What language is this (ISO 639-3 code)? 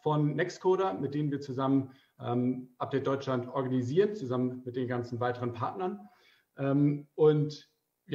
deu